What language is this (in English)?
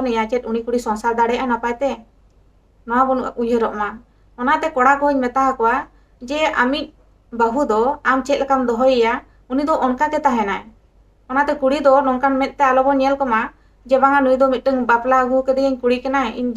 Santali